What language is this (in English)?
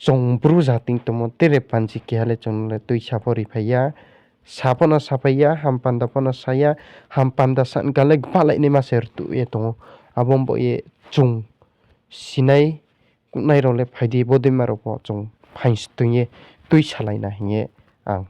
Riang (India)